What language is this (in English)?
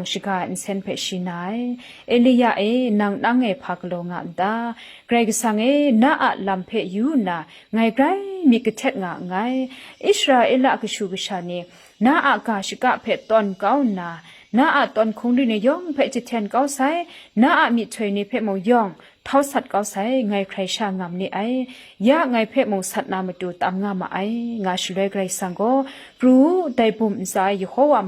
Kachin